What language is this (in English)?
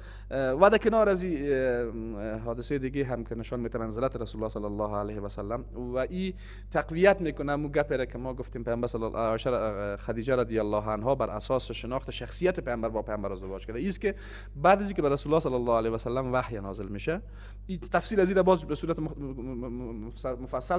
Persian